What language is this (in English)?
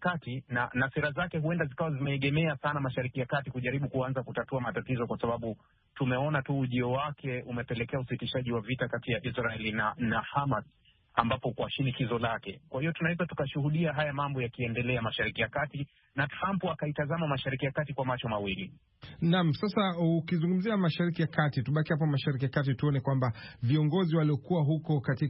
Swahili